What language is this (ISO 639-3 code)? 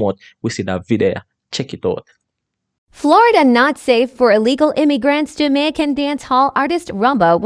jam